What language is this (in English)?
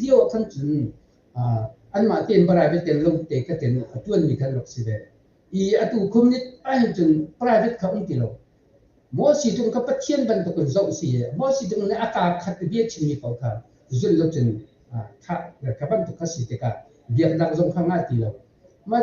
Hakha Chin